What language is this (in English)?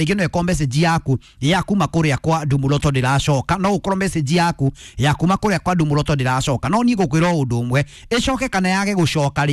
Kikuyu